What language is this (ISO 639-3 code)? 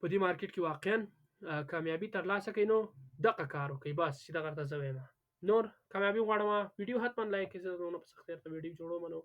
pus